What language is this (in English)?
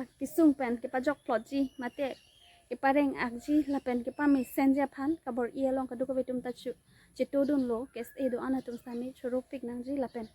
Karbi